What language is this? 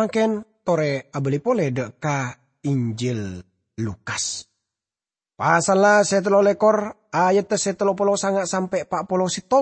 Madurese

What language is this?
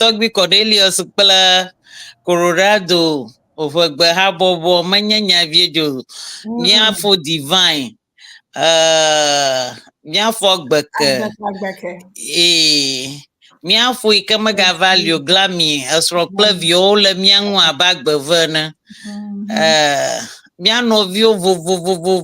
Ewe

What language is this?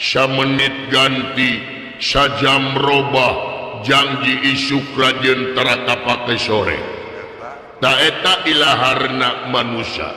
Sundanese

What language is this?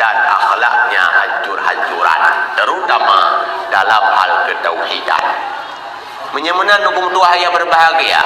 Achinese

